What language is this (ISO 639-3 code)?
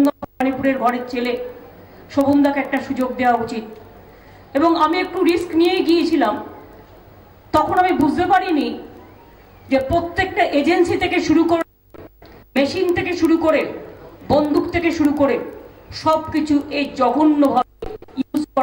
ben